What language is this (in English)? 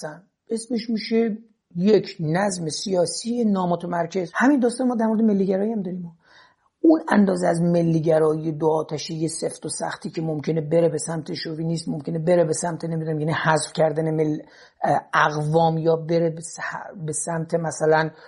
Persian